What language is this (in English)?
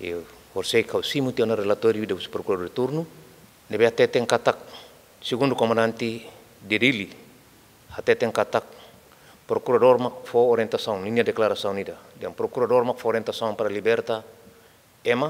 Tetum